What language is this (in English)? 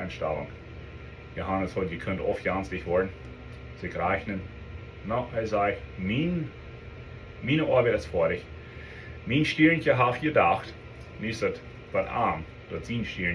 Plautdietsch